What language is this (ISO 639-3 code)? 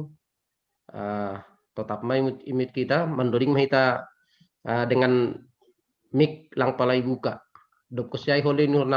bts